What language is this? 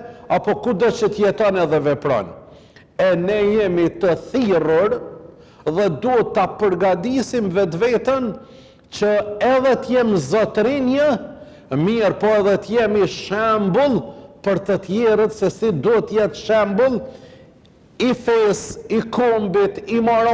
Albanian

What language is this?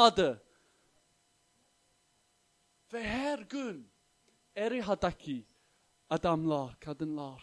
Turkish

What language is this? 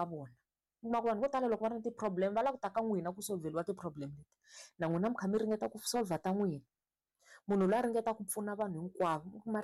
Tsonga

